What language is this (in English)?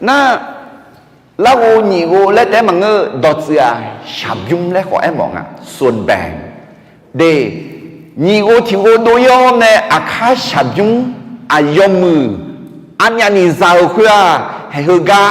Akha